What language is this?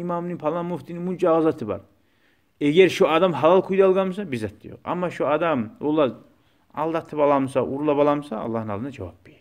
Kumyk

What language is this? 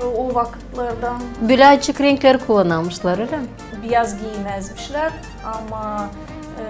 Gagauz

